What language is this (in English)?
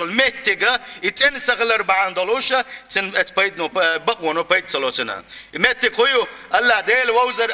Chechen